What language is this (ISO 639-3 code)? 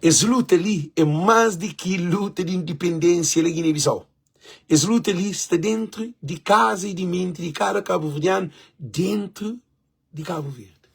kea